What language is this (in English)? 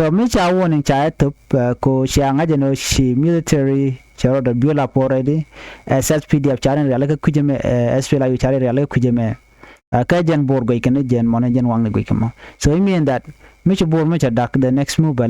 Nuer